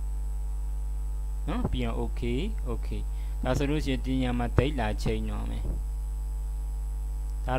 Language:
Burmese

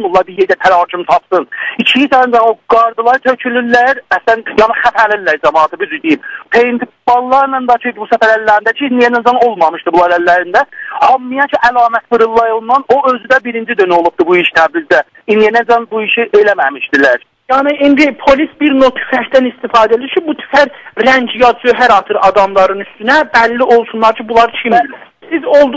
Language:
South Azerbaijani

